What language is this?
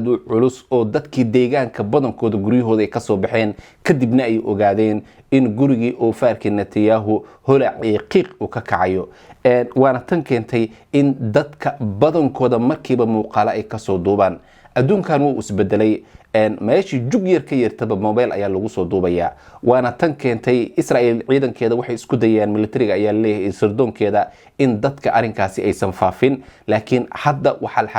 Somali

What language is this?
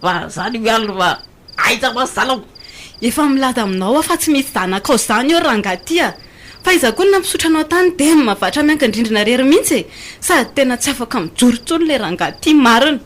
Malagasy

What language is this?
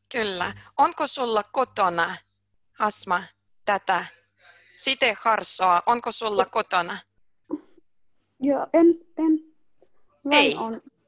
Finnish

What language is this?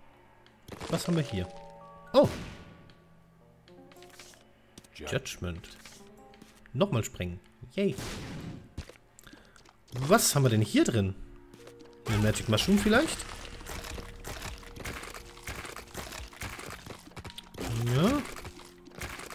German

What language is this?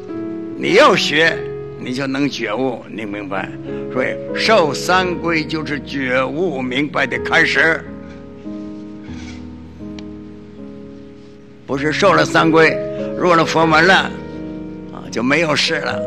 Chinese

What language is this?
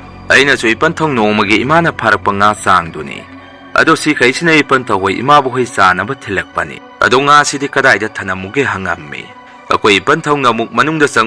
Manipuri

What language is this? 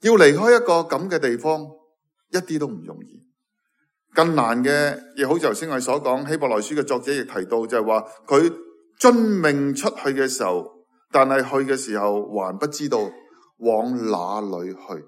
Cantonese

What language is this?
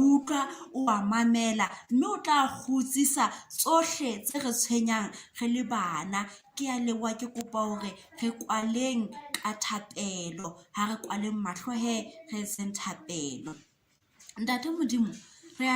Southern Sotho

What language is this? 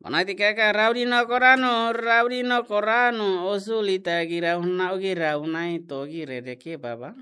Tetum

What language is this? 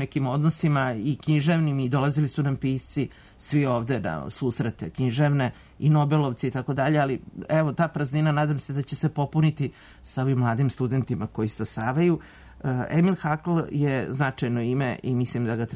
Serbian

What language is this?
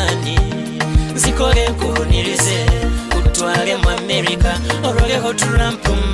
Nyoro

